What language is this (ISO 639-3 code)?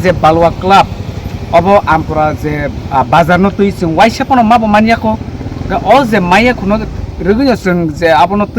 trp